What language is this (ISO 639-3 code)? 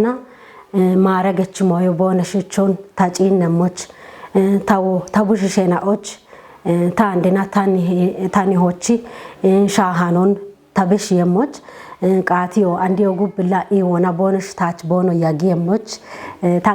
kbr